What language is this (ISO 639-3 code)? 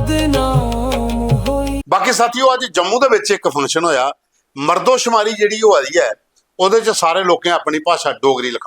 doi